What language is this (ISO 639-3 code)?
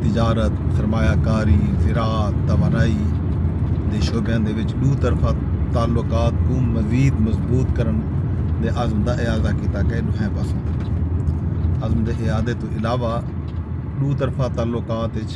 skr